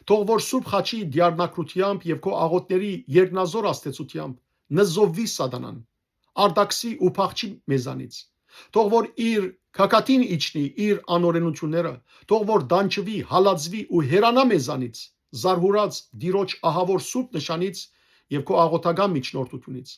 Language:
Western Armenian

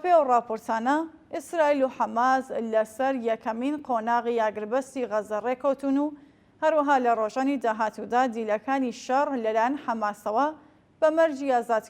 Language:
Central Kurdish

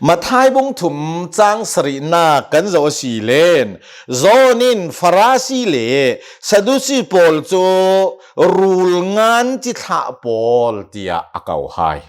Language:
Hakha Chin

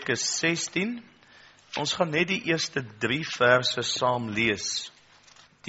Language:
Afrikaans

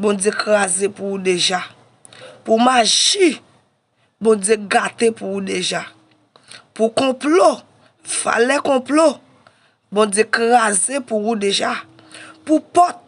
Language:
Haitian Creole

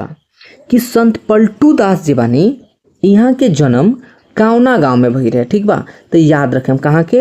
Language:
Bhojpuri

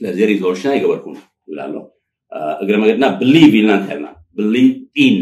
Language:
Tigrinya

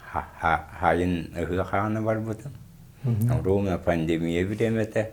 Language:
Yakut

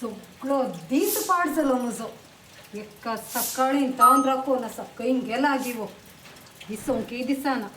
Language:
Konkani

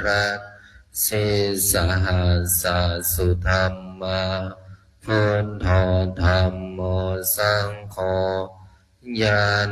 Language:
Pali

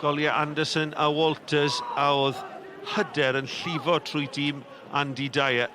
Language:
Welsh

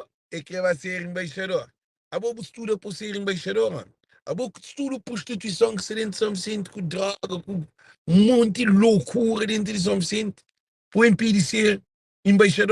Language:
Kabuverdianu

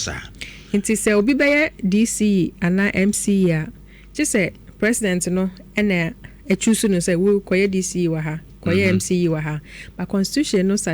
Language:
Akan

